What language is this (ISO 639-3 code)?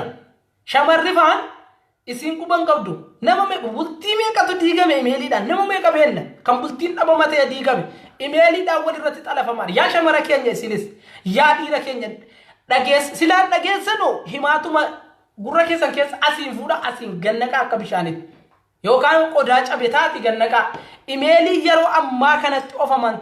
orm